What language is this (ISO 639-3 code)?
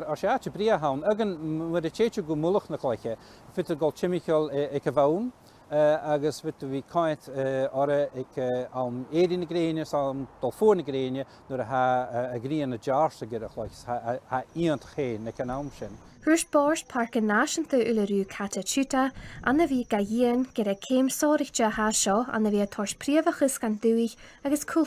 gla